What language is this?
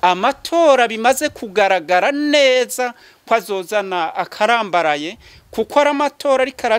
Rundi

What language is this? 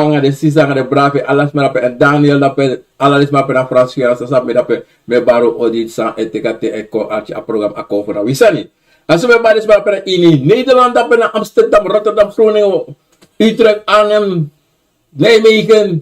Sranan Tongo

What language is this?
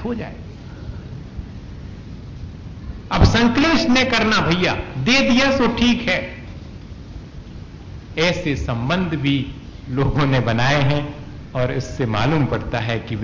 Hindi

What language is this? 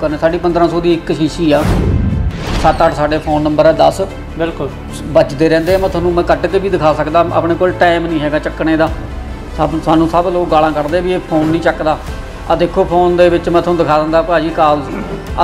Punjabi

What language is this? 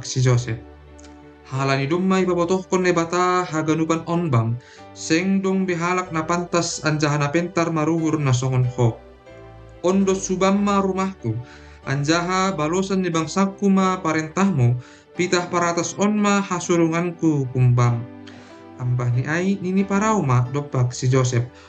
Batak Simalungun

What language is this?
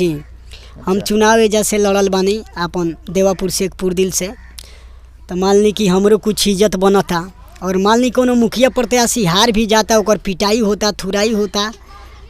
Bhojpuri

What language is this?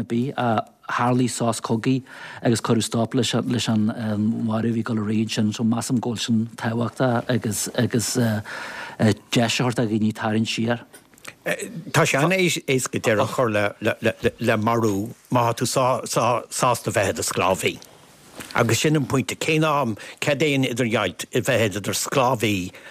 Irish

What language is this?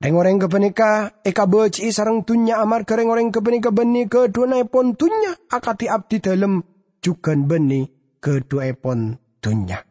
Madurese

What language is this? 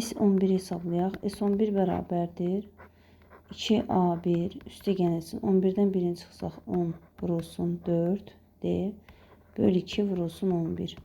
Azerbaijani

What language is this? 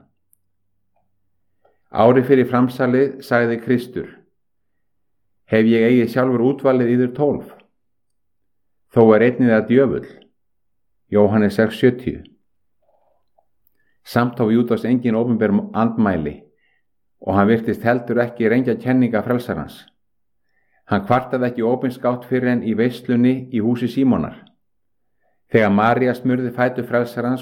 Icelandic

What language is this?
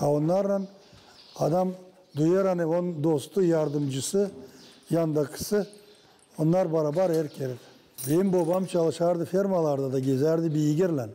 Gagauz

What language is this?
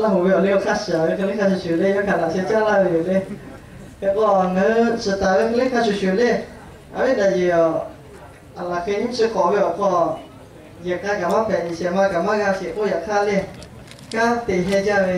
Lahu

